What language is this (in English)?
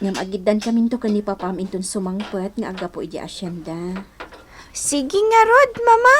Iloko